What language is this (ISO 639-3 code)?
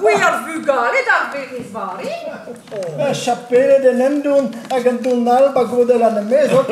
bre